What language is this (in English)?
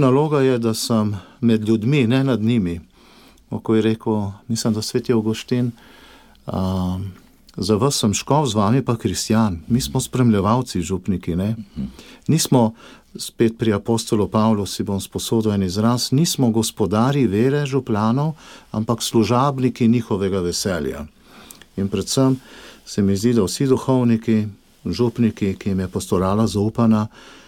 Slovenian